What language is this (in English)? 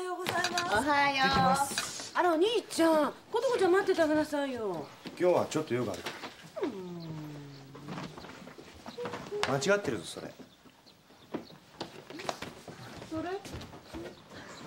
Japanese